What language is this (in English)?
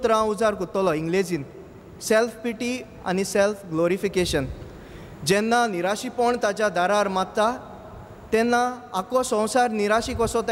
Konkani